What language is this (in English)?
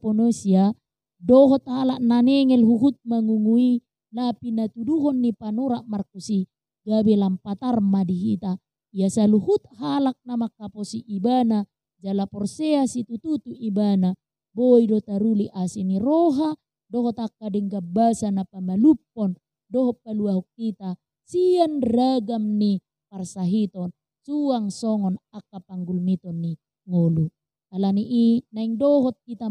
Batak Toba